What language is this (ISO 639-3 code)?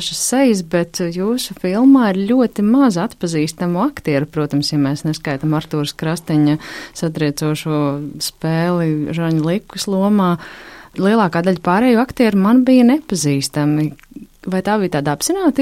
lav